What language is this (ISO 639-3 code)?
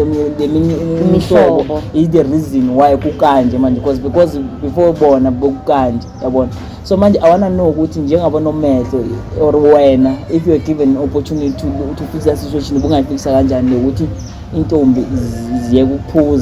zul